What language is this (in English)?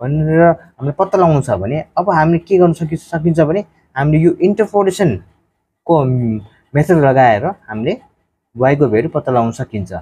Nepali